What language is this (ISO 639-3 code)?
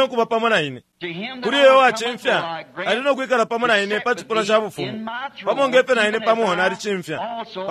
bem